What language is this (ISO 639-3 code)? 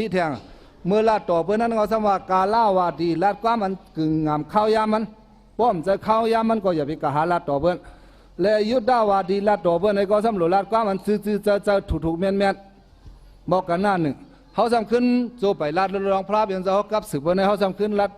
shn